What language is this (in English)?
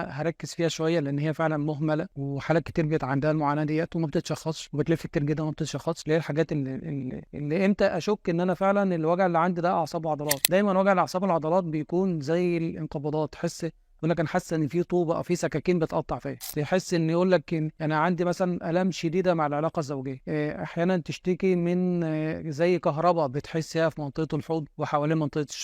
Egyptian Arabic